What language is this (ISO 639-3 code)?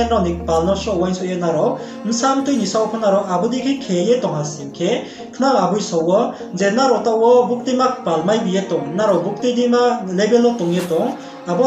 ria